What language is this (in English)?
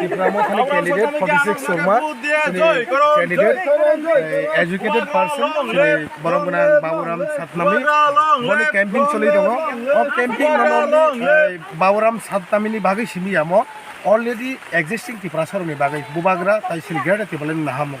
Kok Borok